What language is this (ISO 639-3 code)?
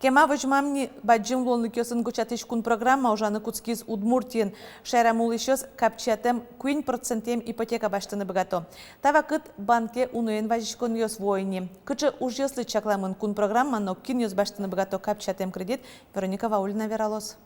udm